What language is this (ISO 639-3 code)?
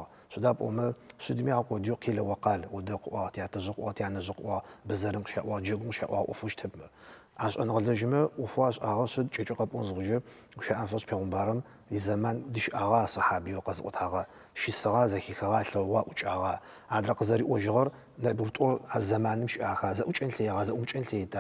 ady